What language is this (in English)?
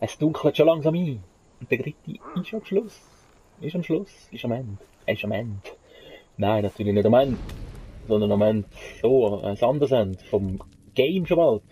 Swiss German